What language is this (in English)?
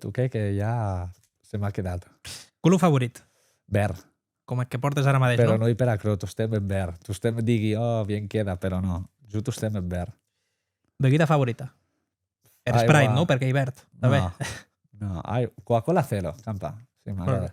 Occitan